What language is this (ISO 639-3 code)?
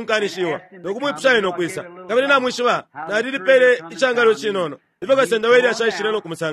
bem